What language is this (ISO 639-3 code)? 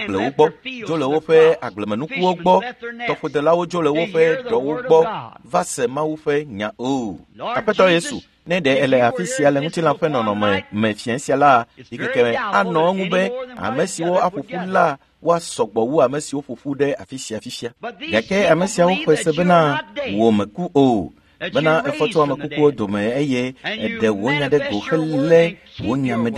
ewe